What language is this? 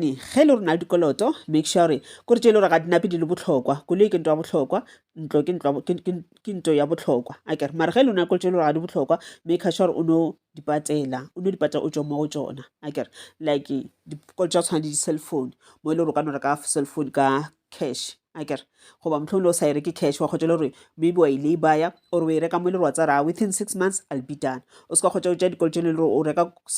Northern Sotho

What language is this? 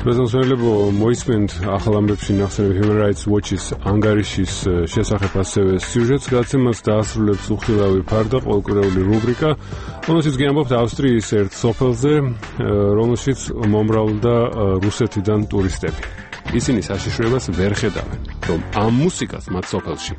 Georgian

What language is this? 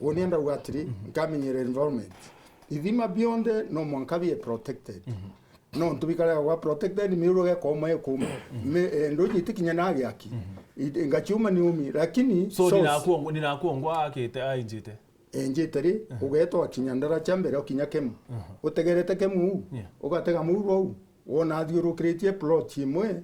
Meru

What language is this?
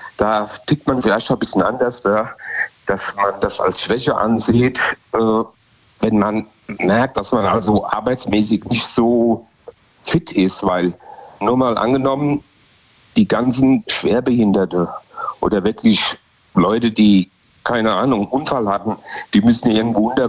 German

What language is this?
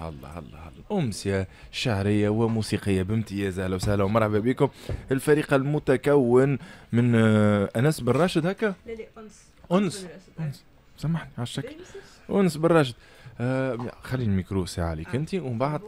Tunisian Arabic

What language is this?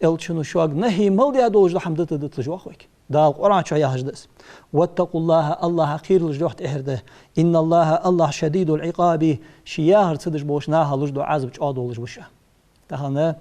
Ingush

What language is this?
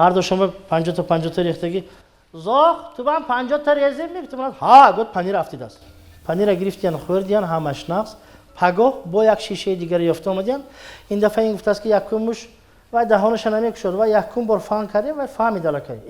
Tajik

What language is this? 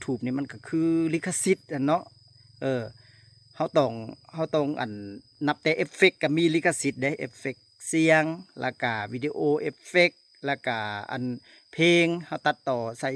Lao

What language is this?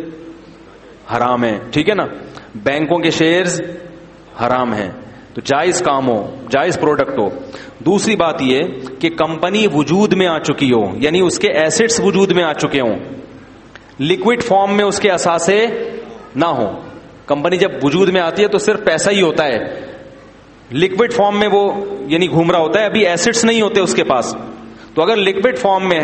Urdu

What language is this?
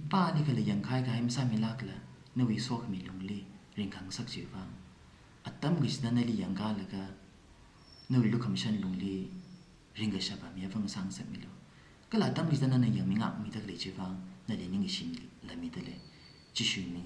Tangkhul Naga (India)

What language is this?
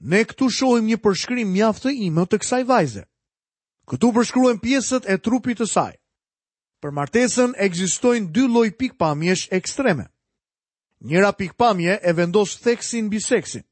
Albanian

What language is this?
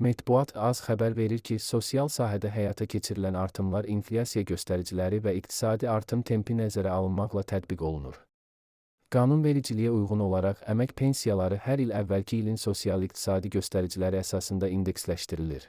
Azerbaijani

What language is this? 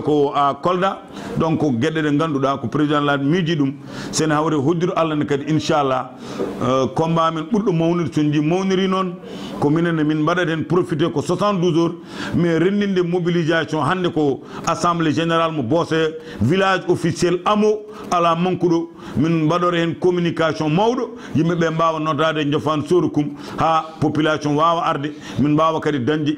Fula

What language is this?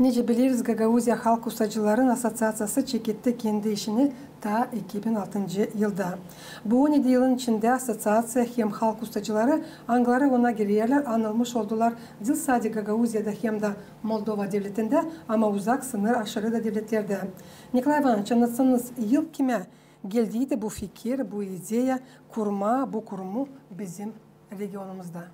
Gagauz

